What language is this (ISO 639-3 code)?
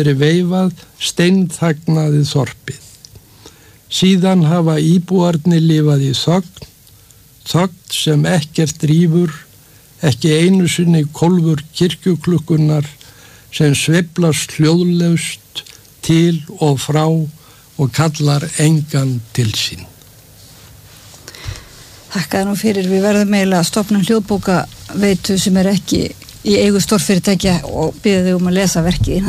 isl